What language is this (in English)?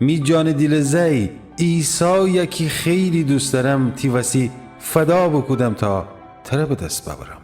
Gilaki